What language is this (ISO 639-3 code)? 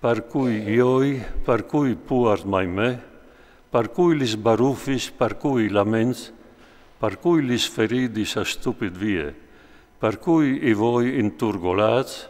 fur